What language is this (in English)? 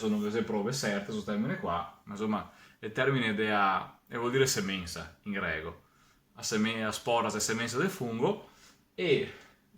Venetian